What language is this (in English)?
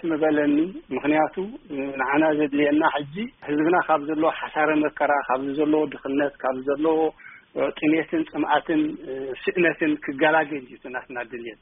Tigrinya